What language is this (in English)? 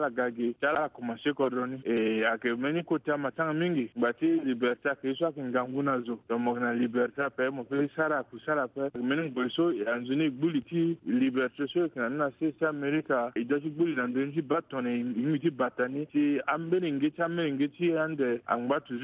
Sango